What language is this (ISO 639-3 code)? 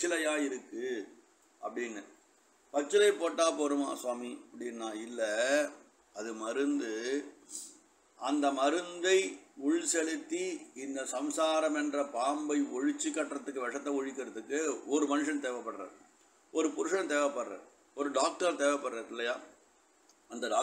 tam